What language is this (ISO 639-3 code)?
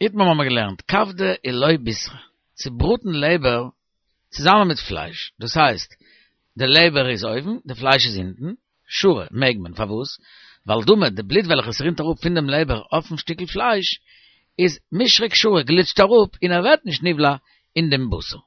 yid